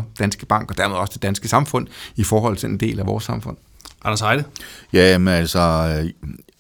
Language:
Danish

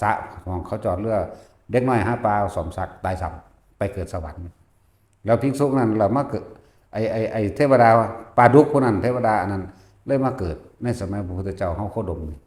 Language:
Northeastern Thai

